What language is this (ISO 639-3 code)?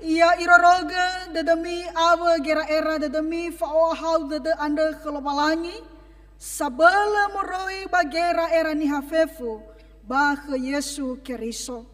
nia